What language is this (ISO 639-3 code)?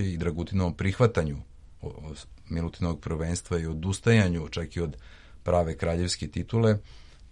srp